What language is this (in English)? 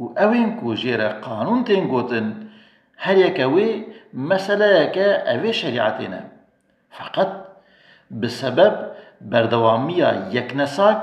Kurdish